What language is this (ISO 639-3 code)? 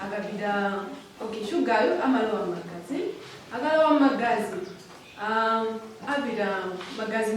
nya